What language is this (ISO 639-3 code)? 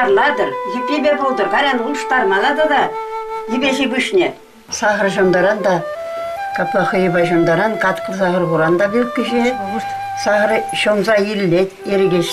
chv